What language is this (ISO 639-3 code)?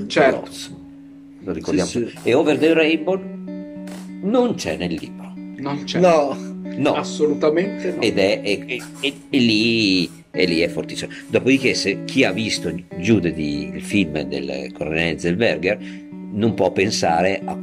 ita